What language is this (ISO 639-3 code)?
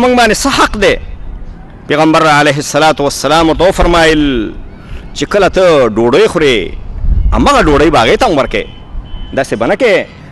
pus